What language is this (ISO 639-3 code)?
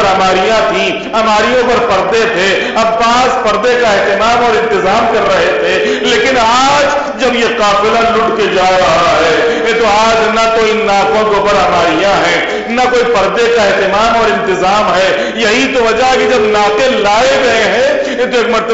urd